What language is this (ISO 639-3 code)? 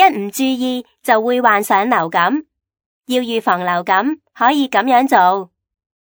yue